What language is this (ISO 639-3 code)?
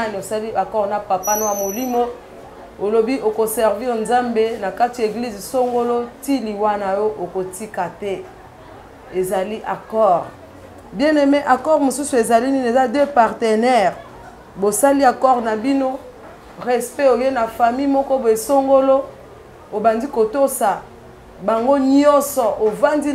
lin